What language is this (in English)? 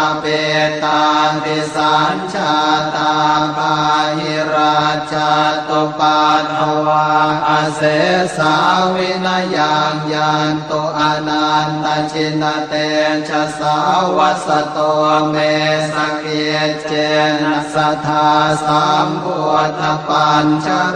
Pali